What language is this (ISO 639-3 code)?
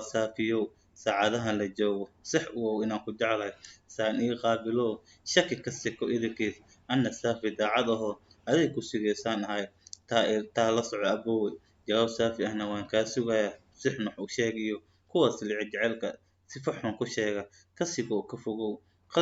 som